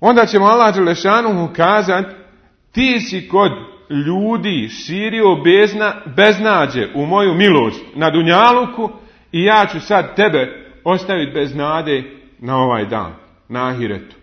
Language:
Bosnian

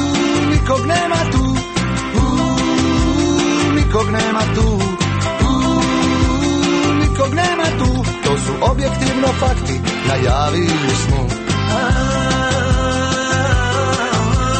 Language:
Croatian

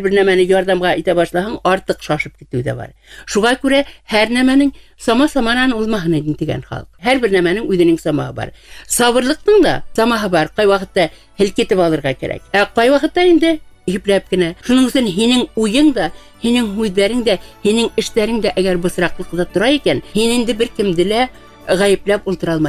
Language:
Bashkir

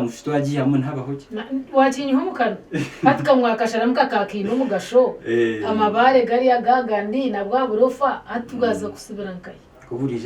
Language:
Nyankole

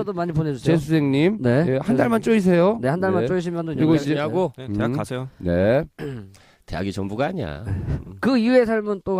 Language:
Korean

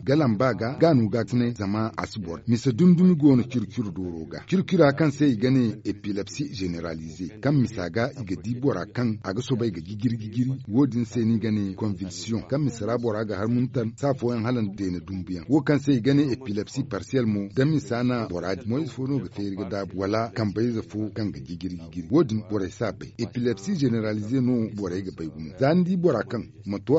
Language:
Zarma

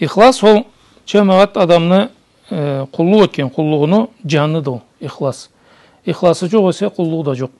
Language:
Karachay-Balkar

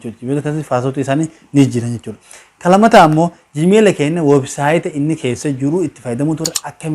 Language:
Oromo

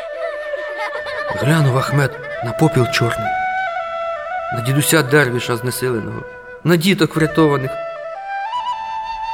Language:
Ukrainian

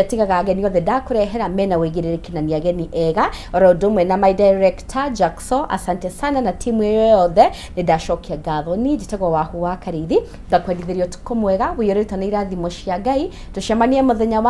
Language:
Kikuyu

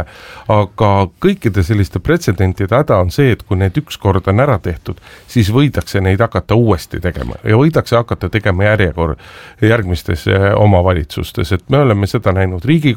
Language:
Estonian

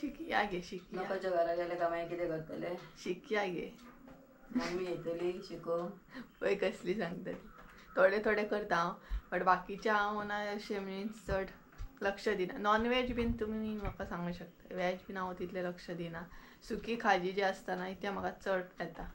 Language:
Konkani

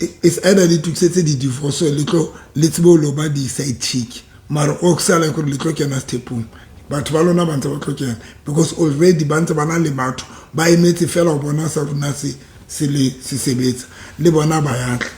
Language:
Southern Sotho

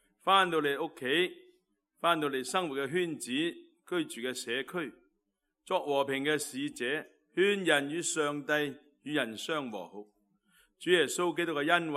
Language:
Cantonese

